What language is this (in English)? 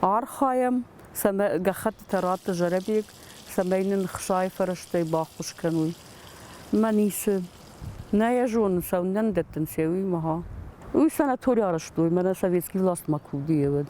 Ossetic